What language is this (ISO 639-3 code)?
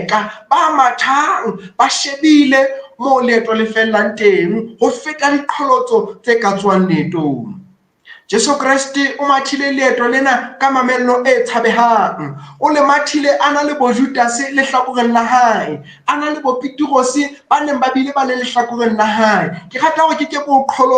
sot